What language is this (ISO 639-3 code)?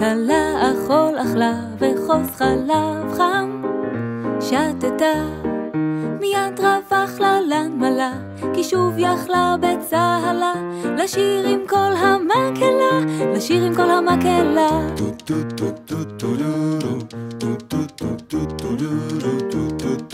heb